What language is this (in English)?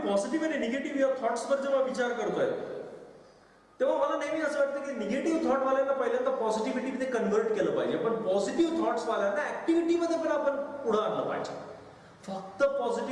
Marathi